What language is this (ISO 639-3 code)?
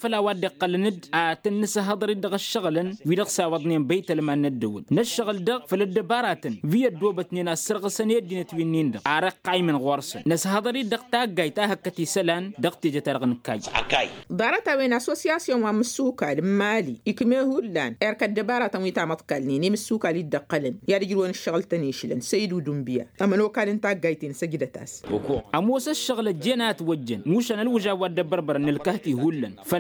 taq